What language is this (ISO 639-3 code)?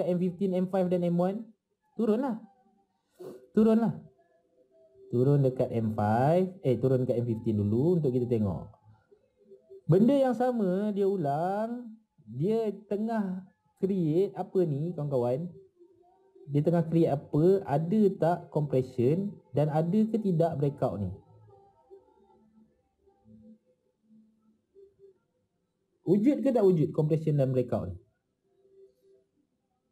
msa